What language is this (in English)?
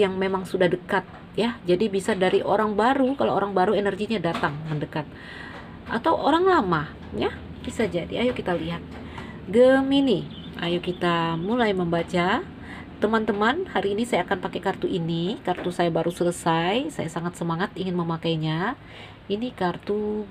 Indonesian